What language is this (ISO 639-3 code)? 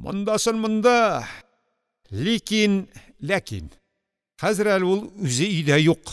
tat